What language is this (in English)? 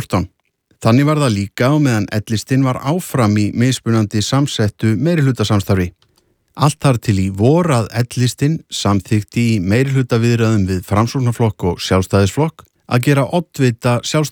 Icelandic